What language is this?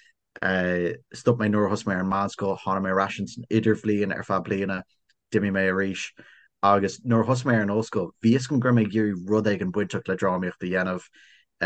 Irish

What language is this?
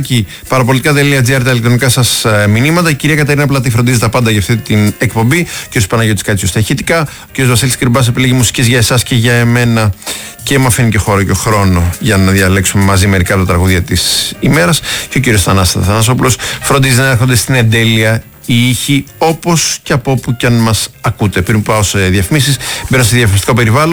Greek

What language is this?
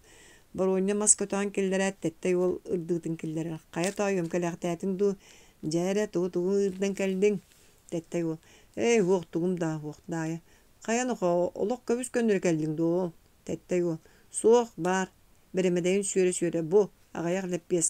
Yakut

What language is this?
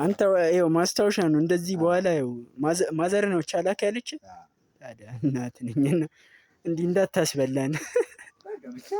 Amharic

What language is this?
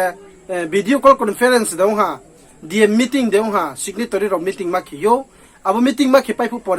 Riang (India)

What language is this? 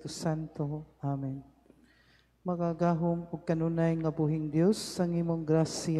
Cebuano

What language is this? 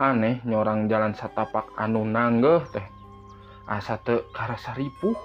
Sundanese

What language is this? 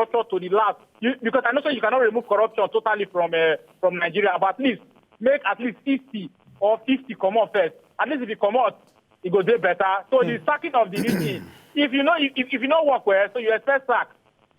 Nigerian Pidgin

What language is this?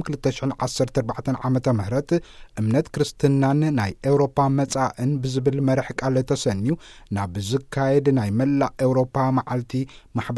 Tigrinya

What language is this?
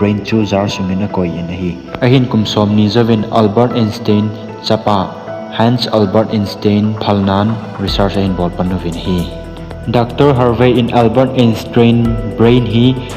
Thado Chin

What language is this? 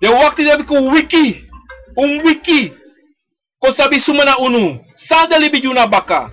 Sranan Tongo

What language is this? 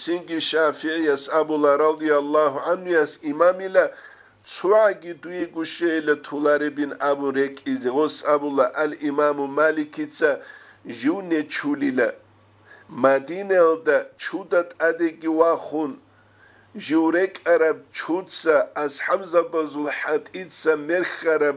Avaric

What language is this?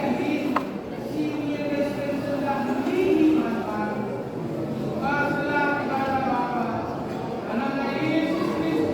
Batak Karo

